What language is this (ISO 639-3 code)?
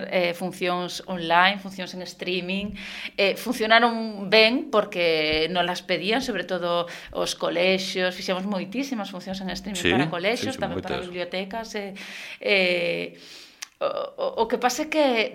glg